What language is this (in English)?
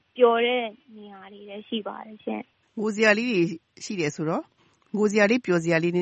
Burmese